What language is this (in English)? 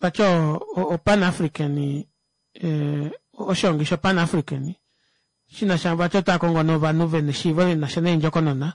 Kuanyama